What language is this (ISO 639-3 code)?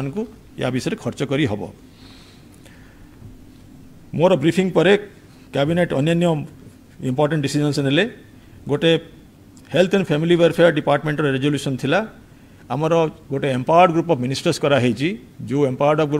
ori